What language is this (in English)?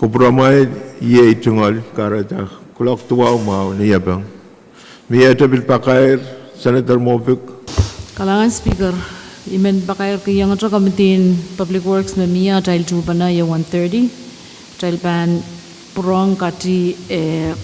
Pohnpeian